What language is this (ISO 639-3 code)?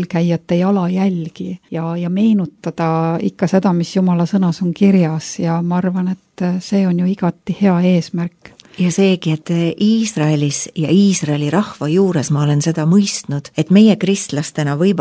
est